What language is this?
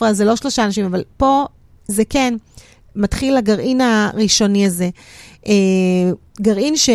Hebrew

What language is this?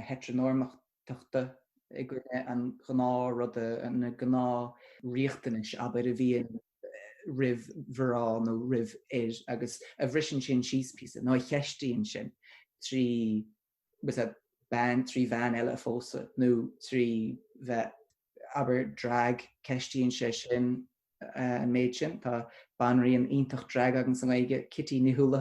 Irish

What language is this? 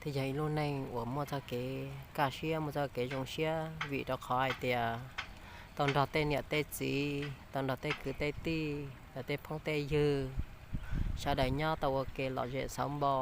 Hmong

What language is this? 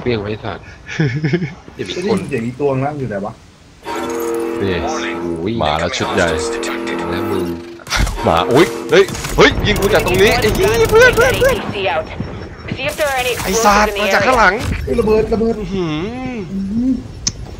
Thai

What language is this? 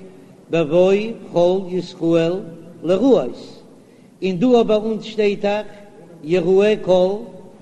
Yiddish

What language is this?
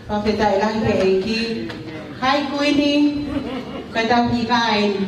Tongan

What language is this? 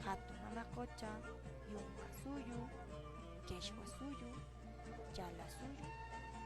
Quechua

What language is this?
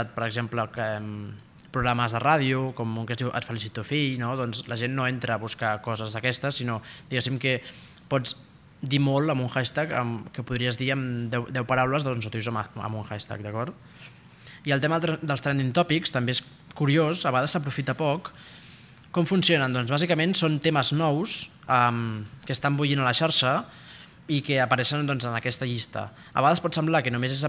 Catalan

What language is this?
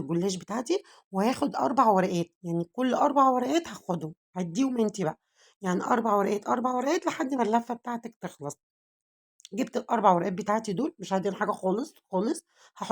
Egyptian Arabic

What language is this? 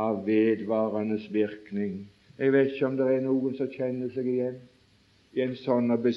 Norwegian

